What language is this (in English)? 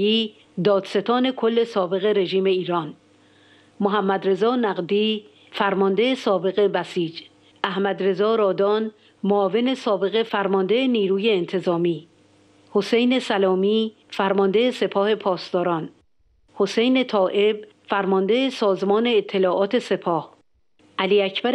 Persian